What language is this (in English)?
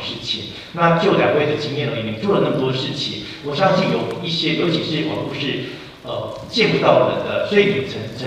Chinese